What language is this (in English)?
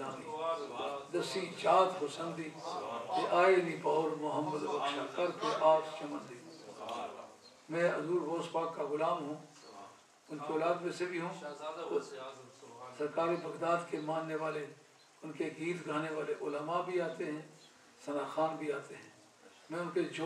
Urdu